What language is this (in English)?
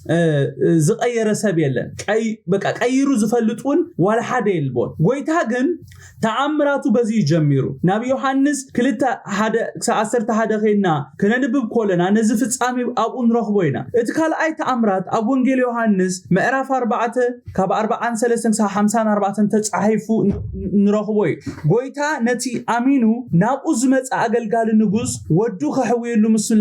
Tigrinya